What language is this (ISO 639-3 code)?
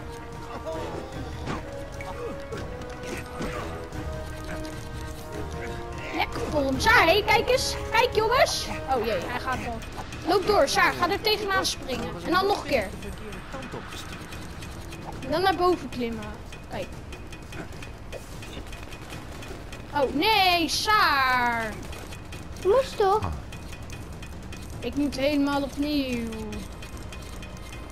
nld